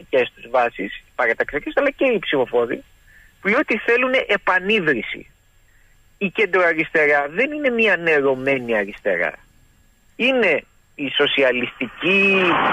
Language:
Greek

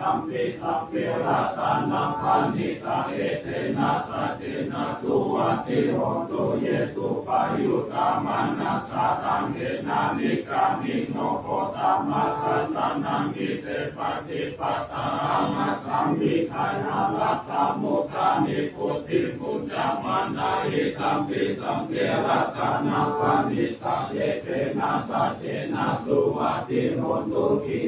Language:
Pali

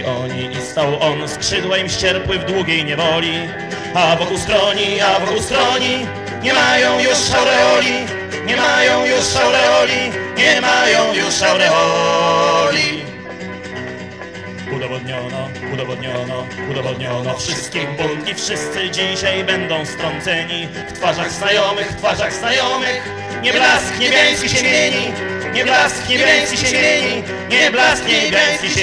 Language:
Polish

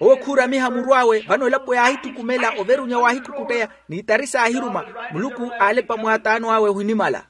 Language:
Makhuwa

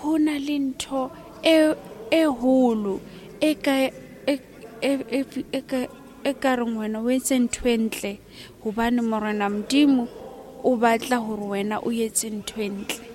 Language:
Southern Sotho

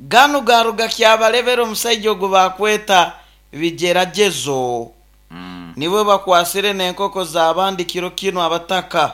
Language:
Nyoro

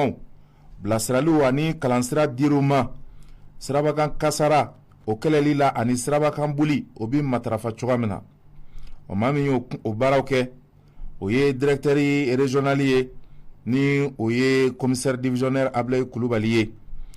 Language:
Bambara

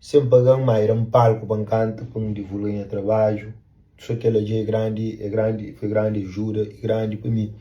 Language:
Kabuverdianu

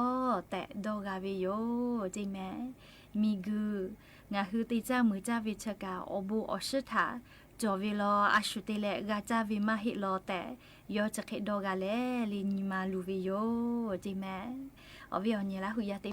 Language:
Lahu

